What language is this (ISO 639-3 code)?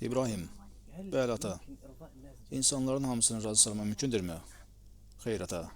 aze